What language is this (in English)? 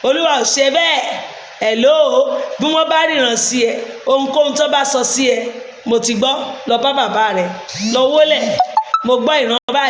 Yoruba